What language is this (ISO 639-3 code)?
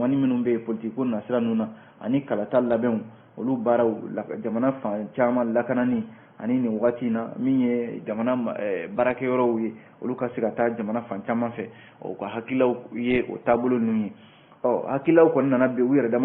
bam